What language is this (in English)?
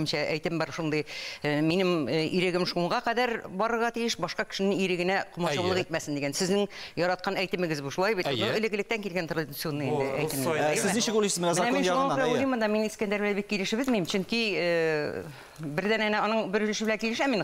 Tatar